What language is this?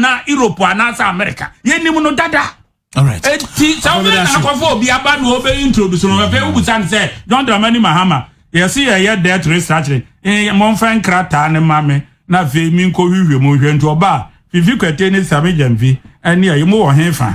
Akan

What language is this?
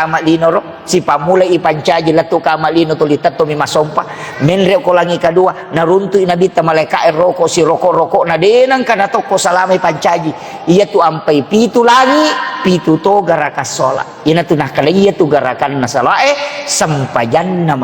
Buginese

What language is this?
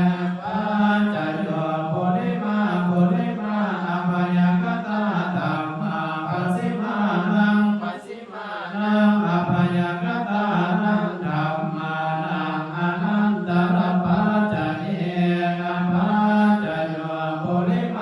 Pali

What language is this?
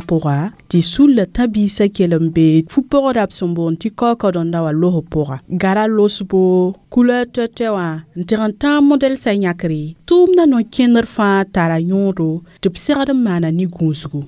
Mossi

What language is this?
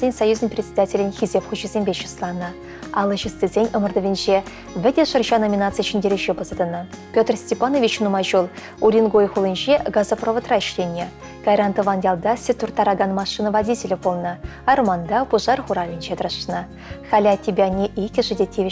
Chuvash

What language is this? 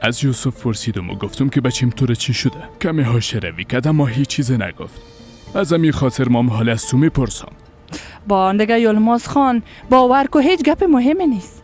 Persian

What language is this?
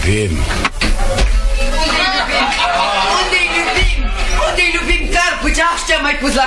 Romanian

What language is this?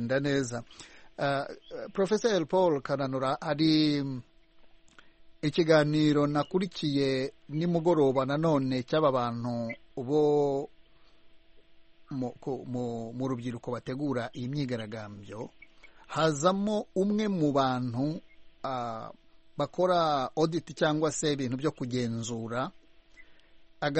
Kinyarwanda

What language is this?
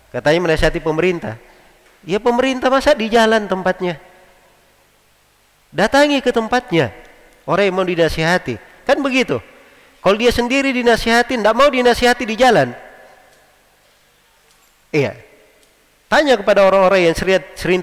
Indonesian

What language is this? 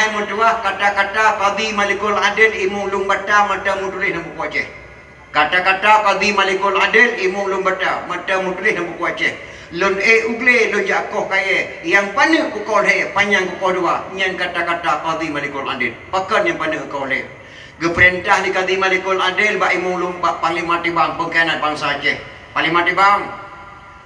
Achinese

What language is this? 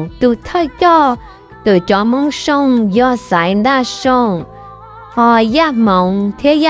Hmong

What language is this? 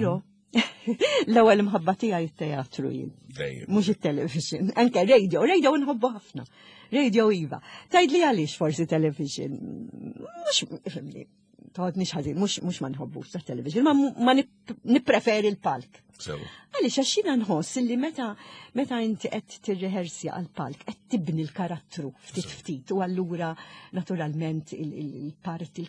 Maltese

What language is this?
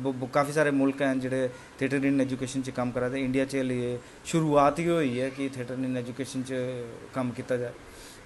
Dogri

